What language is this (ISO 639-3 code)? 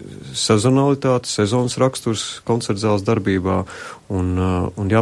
lav